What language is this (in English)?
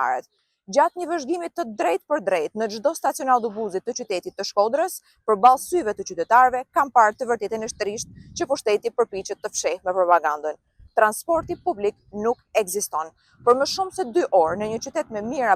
Albanian